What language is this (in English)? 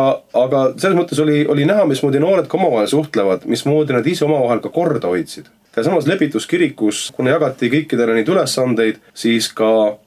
Estonian